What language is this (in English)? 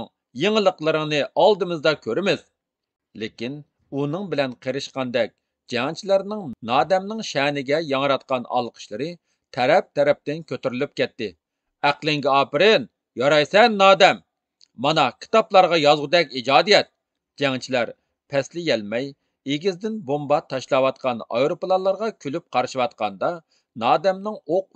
Uyghur